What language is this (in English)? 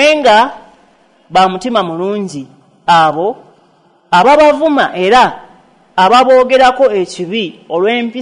Ganda